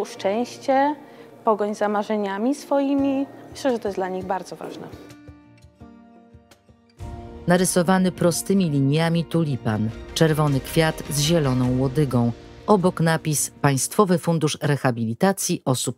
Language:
Polish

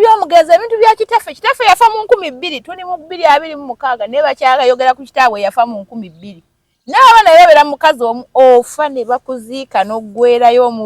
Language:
Ganda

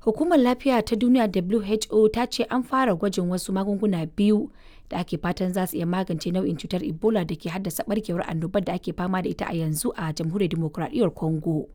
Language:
Hausa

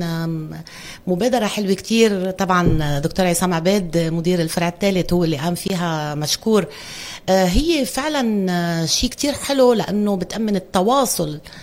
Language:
North Levantine Arabic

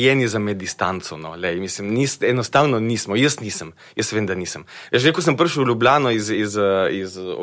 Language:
Slovenian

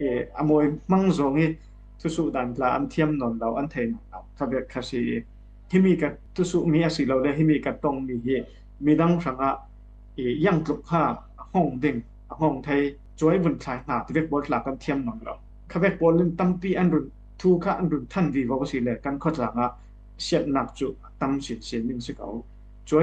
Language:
Falam Chin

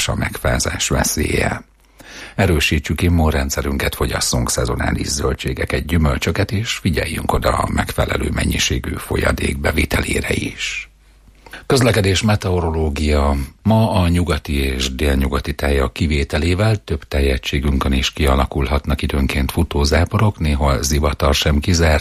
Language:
Hungarian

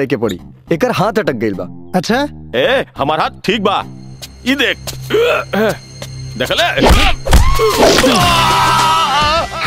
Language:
Bhojpuri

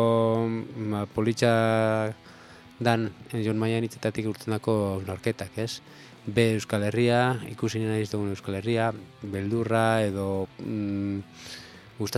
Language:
Basque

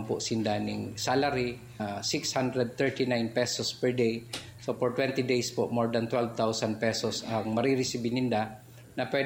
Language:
Bikol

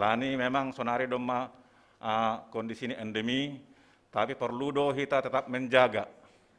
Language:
Batak Simalungun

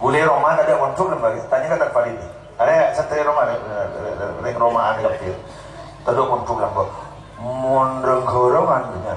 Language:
Madurese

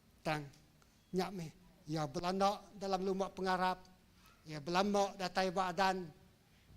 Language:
Iban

